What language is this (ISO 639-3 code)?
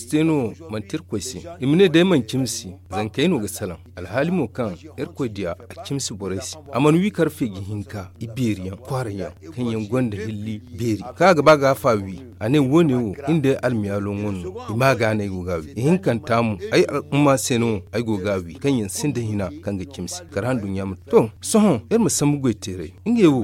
dje